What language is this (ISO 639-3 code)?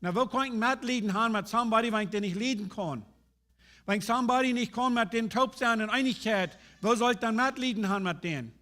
pdt